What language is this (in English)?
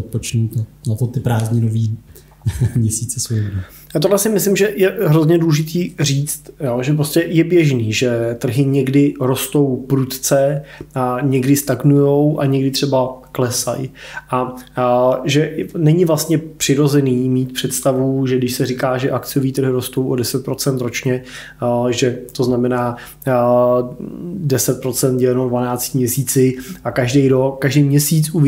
Czech